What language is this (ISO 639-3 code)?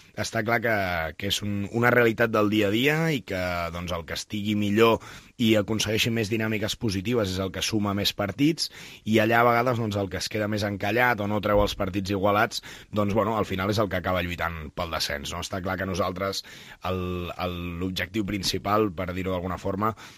cat